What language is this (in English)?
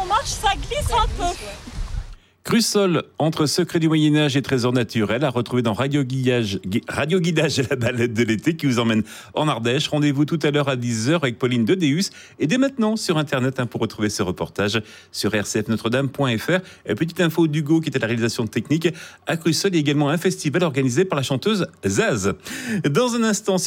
French